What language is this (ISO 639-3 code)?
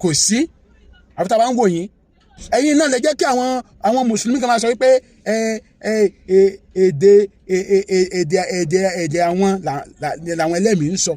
yor